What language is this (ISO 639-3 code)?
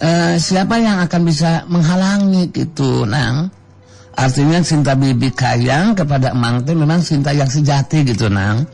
sun